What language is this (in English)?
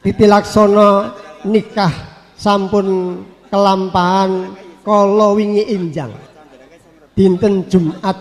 Javanese